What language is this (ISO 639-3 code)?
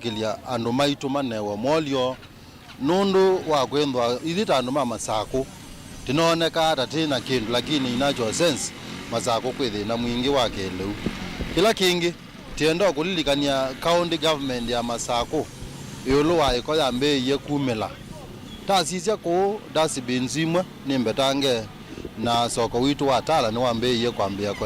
kam